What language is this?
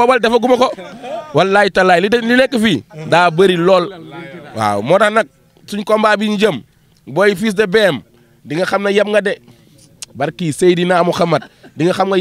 Wolof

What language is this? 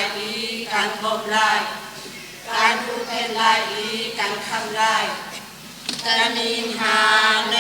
Hakha Chin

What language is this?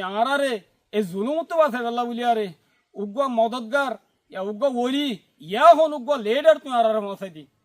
Rohingya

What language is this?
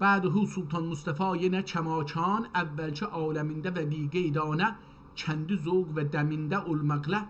South Azerbaijani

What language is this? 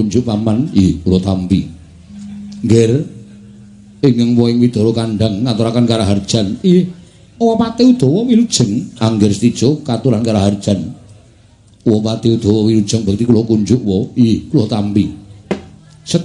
Javanese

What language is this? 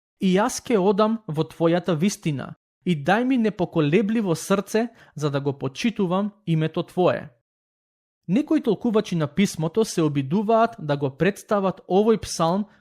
Macedonian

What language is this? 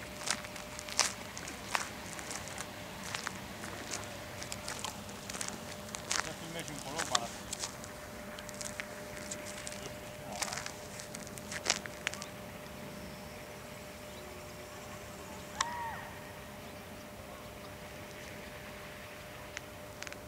Romanian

